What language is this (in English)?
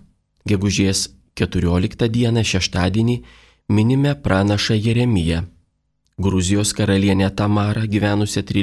Lithuanian